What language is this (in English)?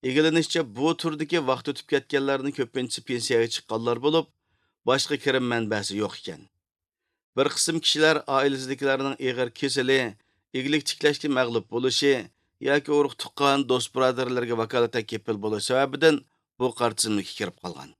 Uyghur